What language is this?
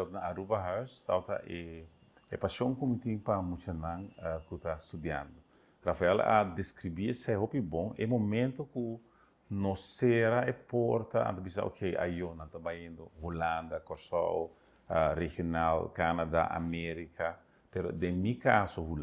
Papiamento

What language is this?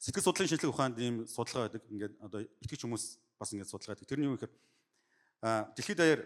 Mongolian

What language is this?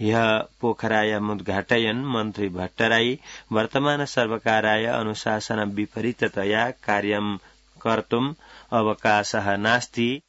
Sanskrit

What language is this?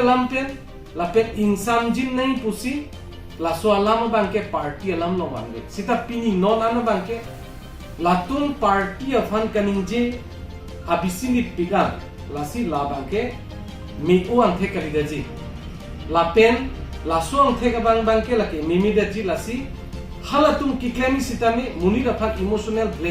Karbi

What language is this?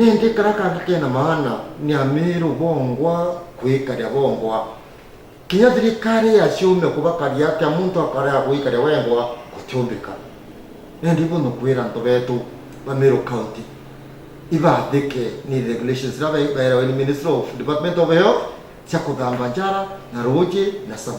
Meru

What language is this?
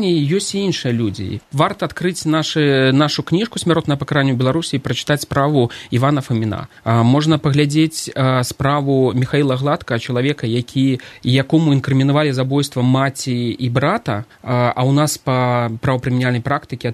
Belarusian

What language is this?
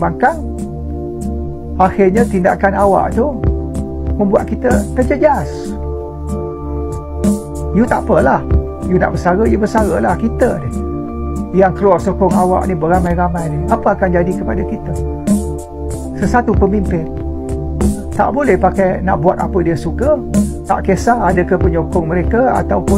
Malay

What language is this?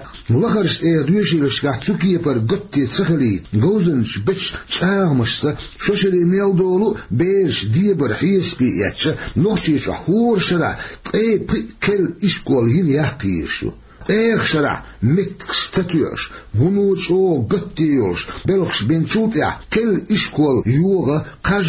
Chechen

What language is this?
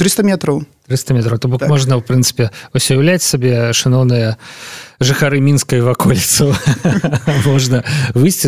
Belarusian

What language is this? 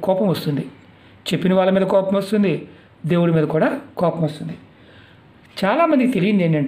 Telugu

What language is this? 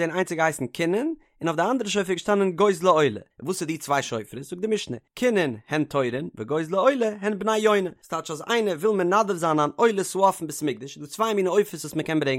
Yiddish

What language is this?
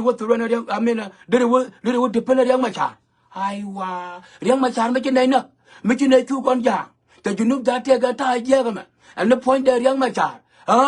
Nuer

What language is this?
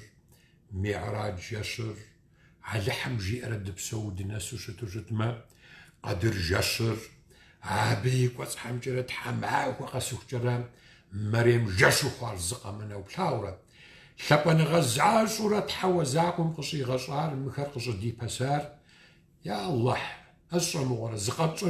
Kabardian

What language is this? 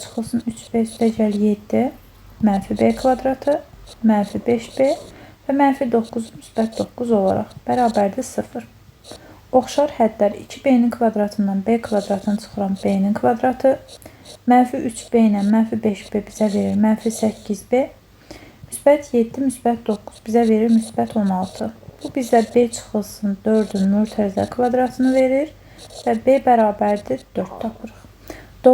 Azerbaijani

